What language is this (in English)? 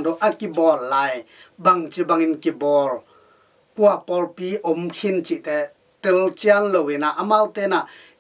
Tedim Chin